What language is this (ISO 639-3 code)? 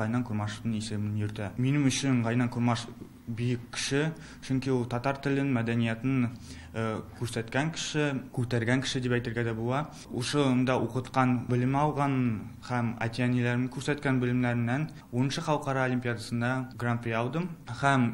tat